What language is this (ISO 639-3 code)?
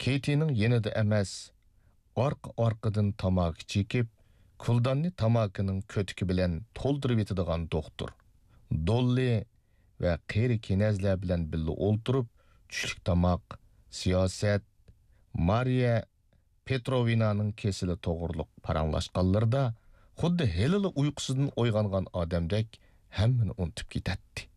uig